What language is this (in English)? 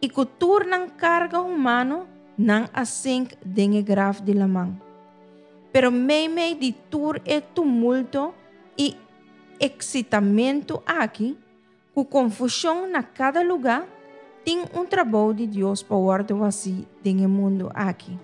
Papiamento